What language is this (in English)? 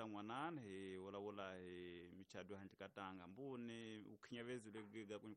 Tsonga